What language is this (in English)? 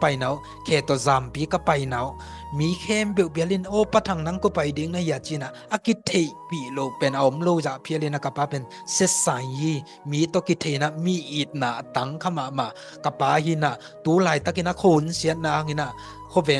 Tedim Chin